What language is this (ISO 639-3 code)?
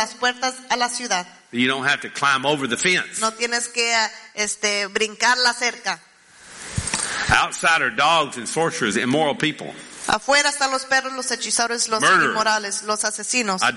spa